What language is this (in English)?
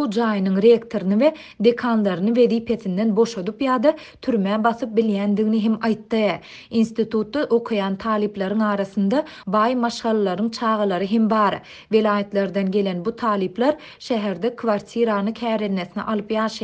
Turkmen